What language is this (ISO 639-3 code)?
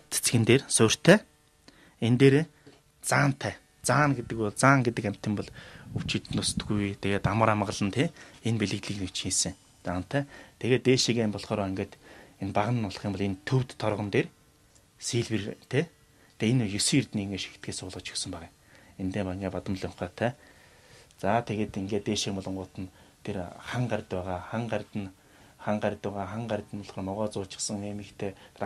mon